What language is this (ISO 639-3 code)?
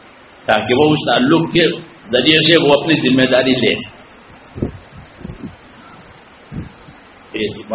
urd